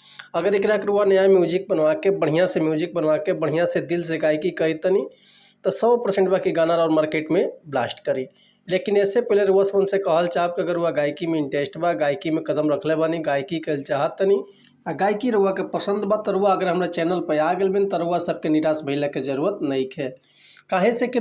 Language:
Bhojpuri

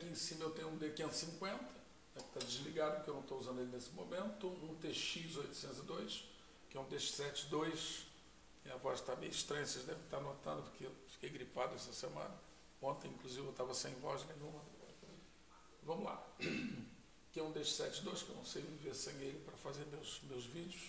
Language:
Portuguese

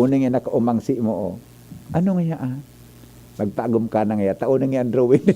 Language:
Bikol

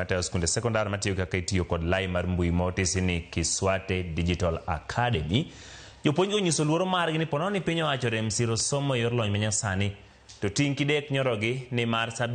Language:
Luo (Kenya and Tanzania)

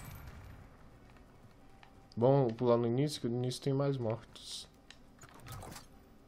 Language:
Portuguese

